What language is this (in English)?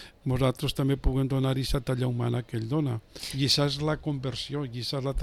Catalan